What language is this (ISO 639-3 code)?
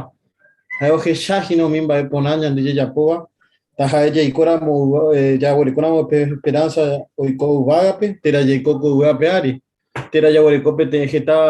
grn